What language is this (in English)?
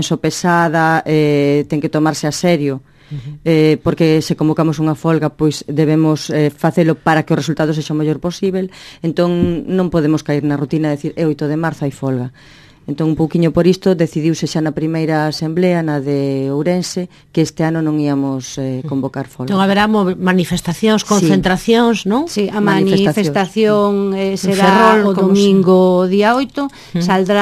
Galician